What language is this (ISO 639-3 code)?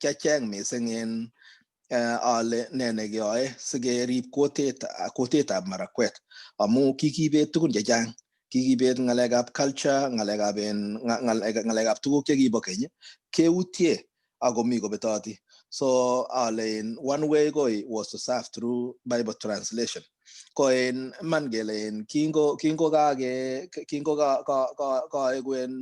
kln